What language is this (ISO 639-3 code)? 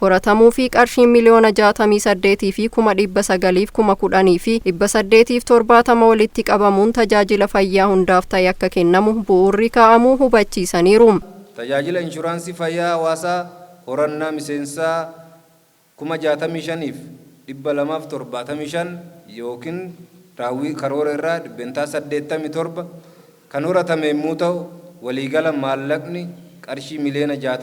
orm